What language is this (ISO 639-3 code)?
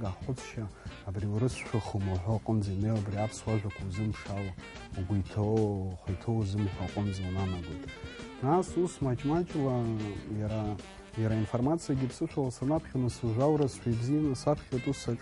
abk